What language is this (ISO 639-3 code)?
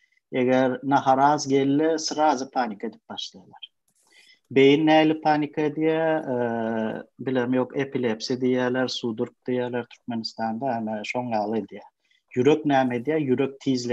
tuk